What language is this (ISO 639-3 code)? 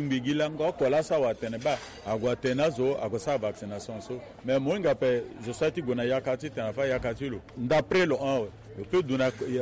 sag